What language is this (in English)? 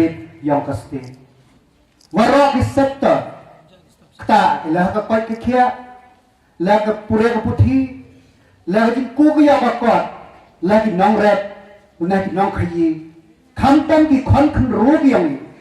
Pnar